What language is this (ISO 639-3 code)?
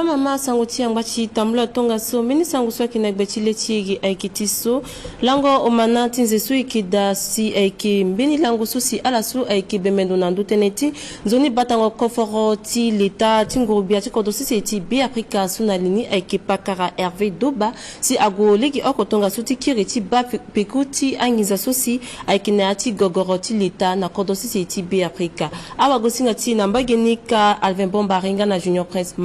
sag